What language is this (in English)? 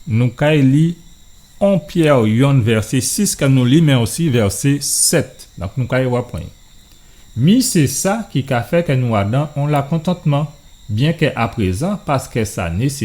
Guadeloupean Creole French